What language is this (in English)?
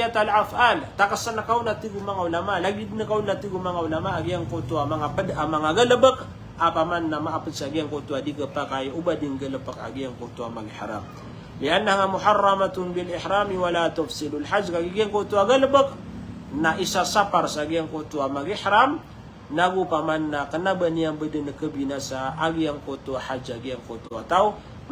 Maranao